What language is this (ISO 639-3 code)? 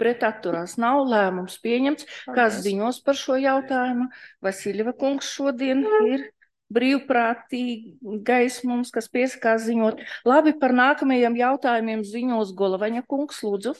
lav